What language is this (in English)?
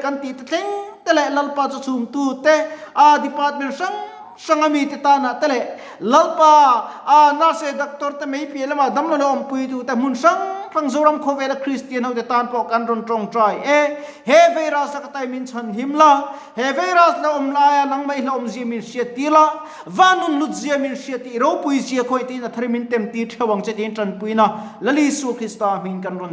Mizo